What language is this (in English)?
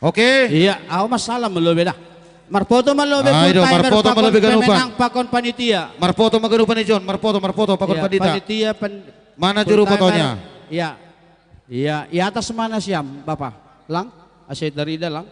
Batak Simalungun